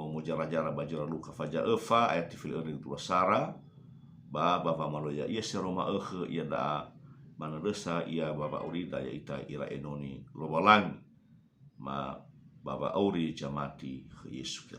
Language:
Nias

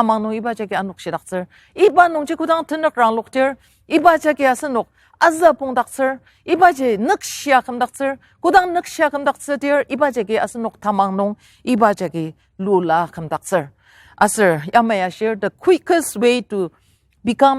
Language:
Ao Naga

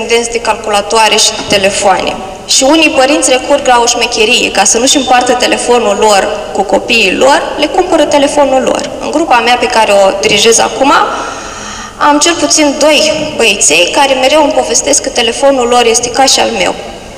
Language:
Romanian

